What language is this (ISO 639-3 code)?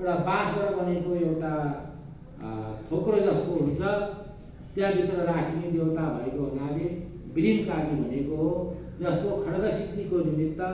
nep